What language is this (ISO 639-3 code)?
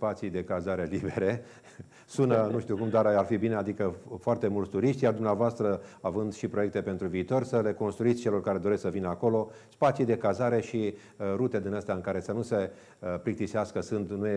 ron